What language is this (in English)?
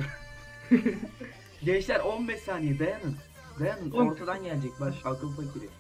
Turkish